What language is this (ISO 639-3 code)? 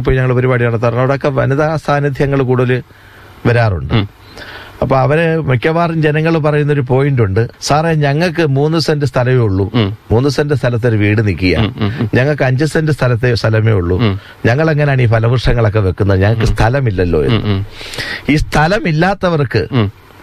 mal